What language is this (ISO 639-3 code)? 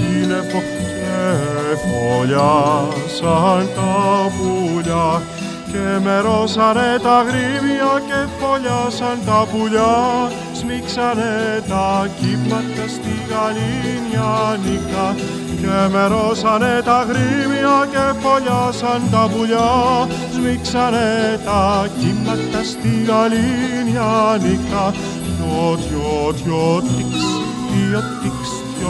ell